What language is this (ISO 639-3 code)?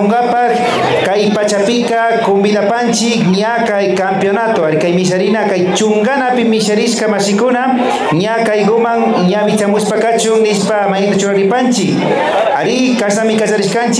qvi